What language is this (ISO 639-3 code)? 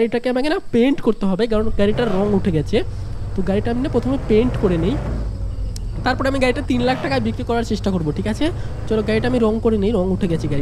ben